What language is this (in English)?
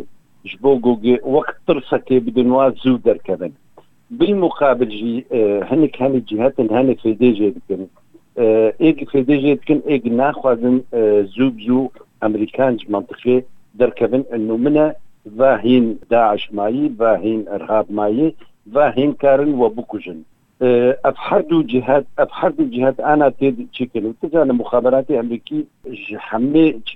Kurdish